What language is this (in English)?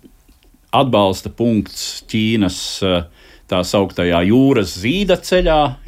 Latvian